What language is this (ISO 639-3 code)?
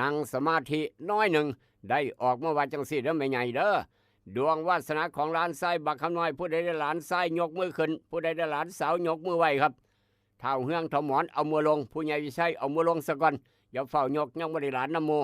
tts